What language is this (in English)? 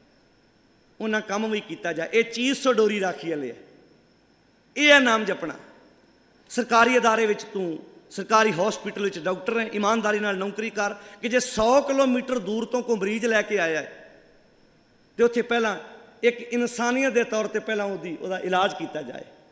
Punjabi